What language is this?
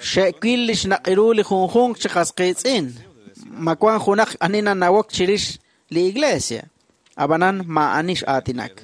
Kekchí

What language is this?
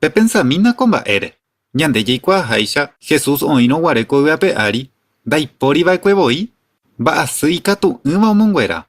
Guarani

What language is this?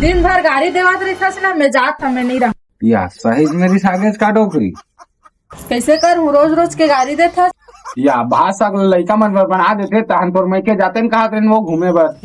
Chhattisgarhi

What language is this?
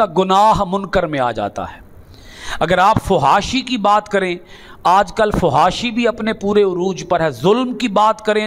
Urdu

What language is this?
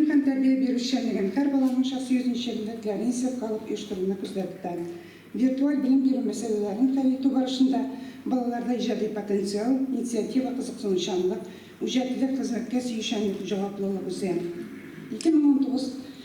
Tatar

